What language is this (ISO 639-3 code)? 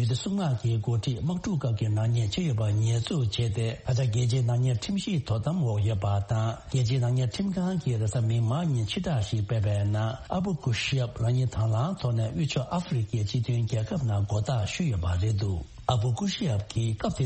bod